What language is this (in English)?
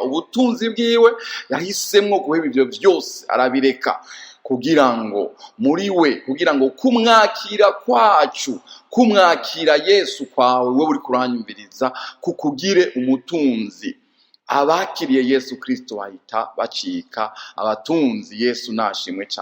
Rundi